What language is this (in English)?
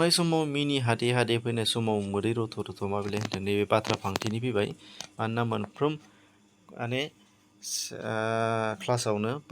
Bodo